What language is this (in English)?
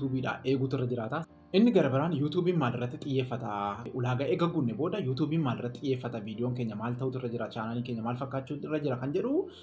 Oromo